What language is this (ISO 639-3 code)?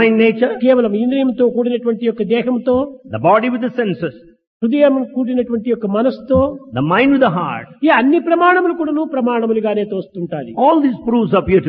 tel